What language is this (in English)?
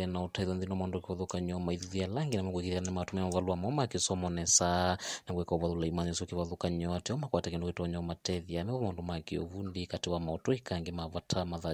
Kamba